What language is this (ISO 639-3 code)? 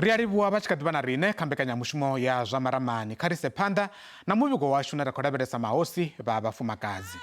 ven